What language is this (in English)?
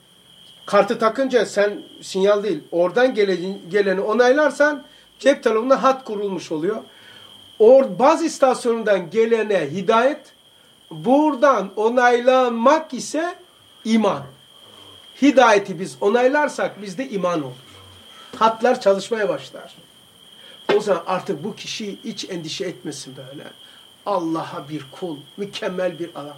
Turkish